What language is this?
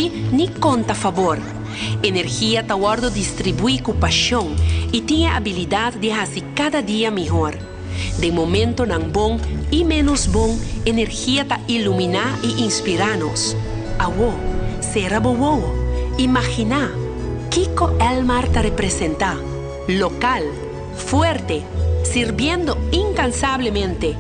Papiamento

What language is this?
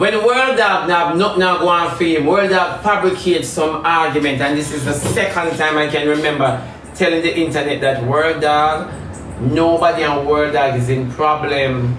Jamaican Creole English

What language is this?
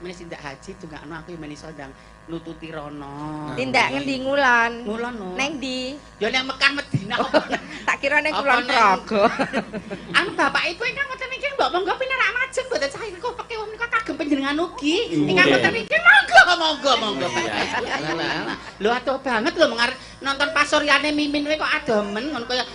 Javanese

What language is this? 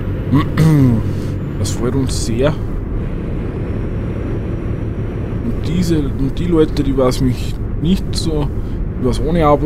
German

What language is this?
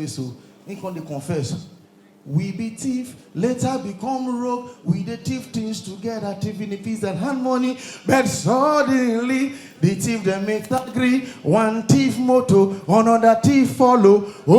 Nigerian Pidgin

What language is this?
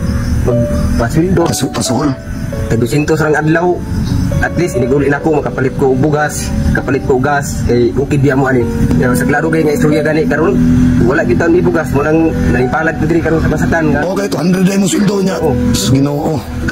Cebuano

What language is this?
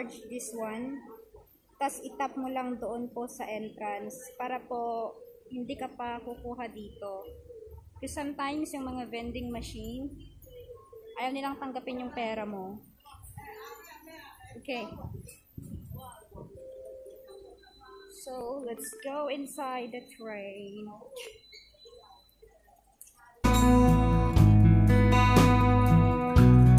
Filipino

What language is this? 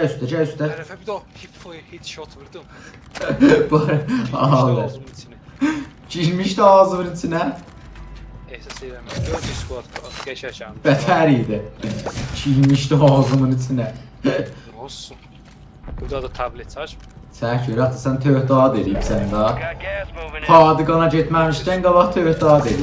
South Azerbaijani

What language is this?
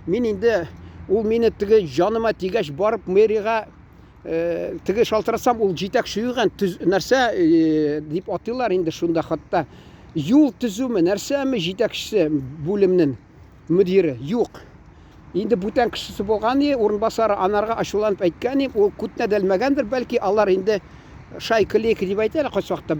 Tatar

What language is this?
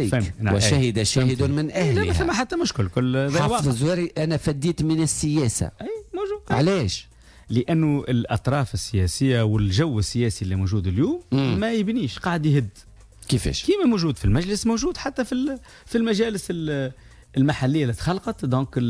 Tunisian Arabic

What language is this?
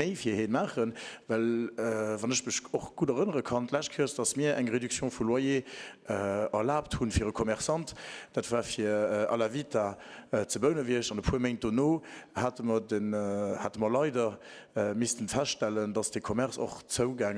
Luxembourgish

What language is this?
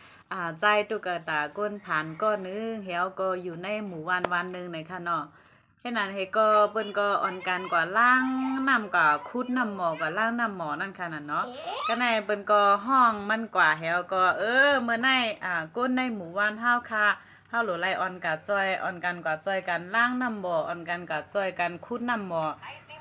Shan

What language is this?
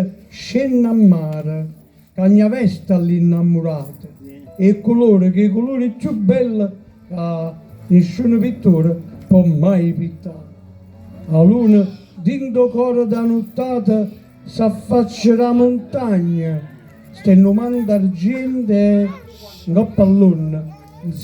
Neapolitan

